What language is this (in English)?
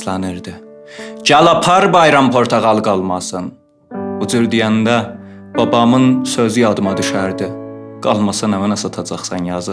South Azerbaijani